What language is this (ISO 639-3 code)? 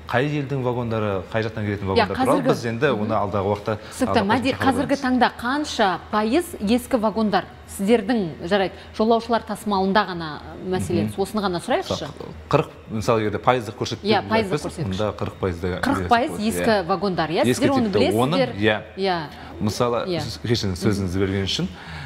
kaz